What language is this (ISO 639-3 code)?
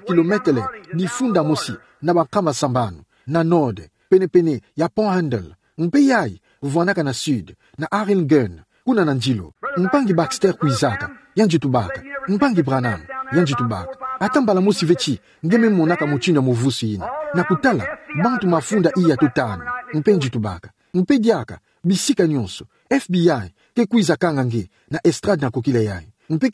ktu